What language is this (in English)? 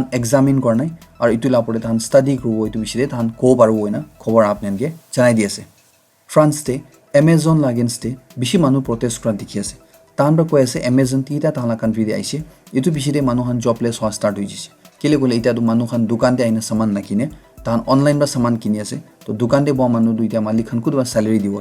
Naga Pidgin